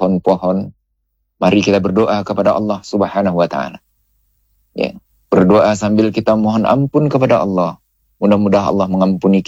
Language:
Indonesian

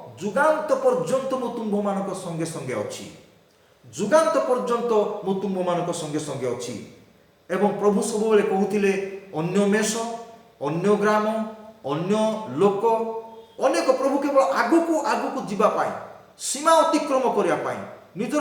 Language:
Odia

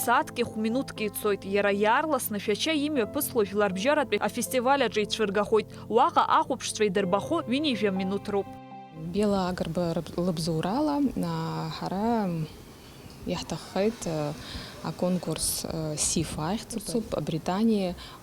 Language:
Abkhazian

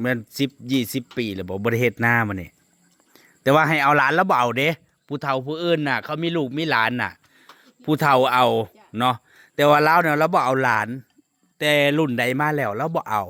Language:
Northeastern Thai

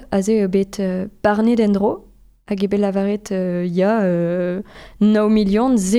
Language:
Breton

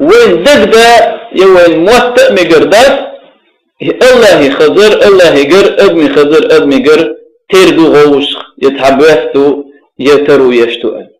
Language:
Chechen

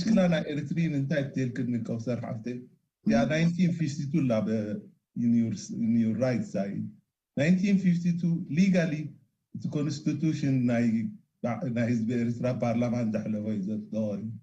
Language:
Tigrinya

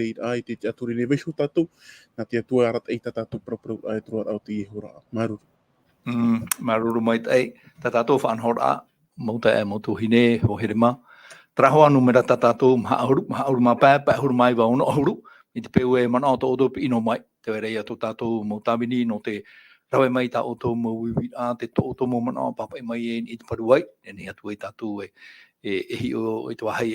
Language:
Tahitian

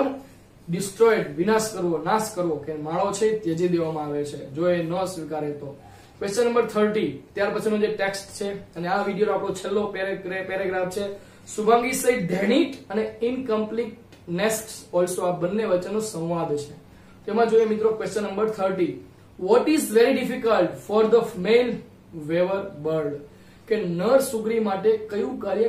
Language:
Gujarati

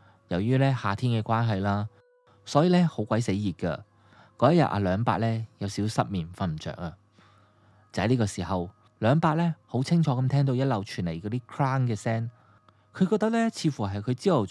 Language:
Cantonese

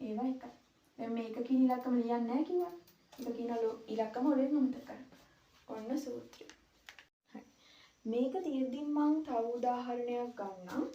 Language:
Sinhala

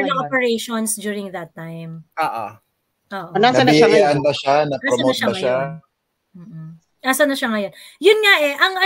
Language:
Filipino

